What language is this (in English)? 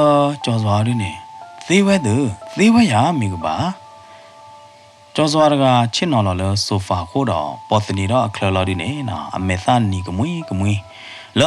S'gaw Karen